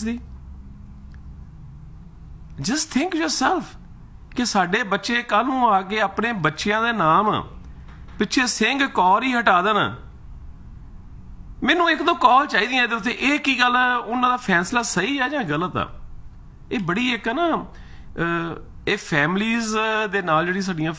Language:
Punjabi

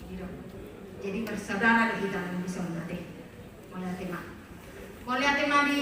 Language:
Batak Toba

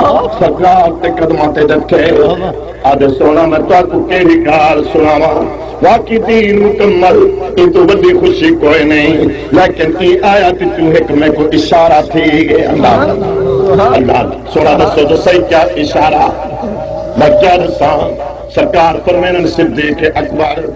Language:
Saraiki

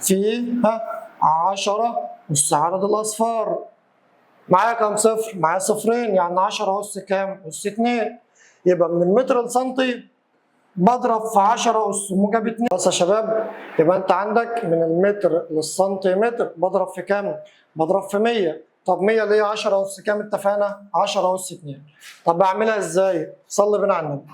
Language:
Egyptian Arabic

